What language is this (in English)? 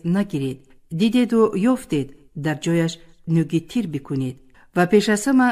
Tajik